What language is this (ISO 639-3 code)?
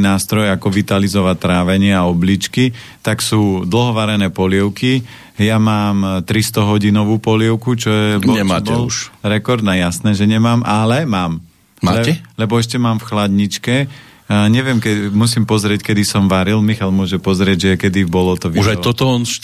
slk